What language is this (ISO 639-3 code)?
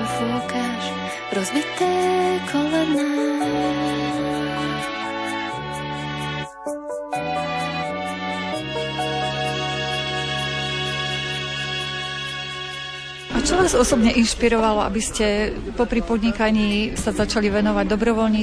slk